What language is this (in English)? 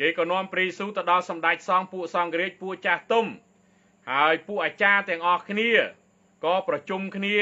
Khmer